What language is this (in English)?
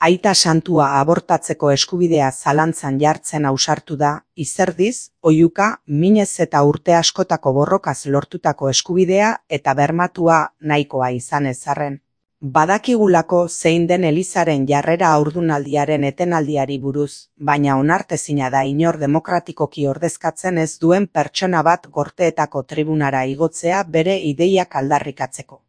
Basque